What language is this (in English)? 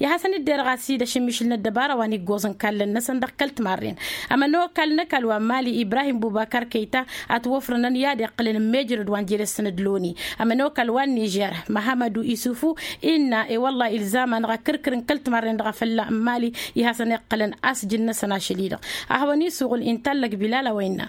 Tamasheq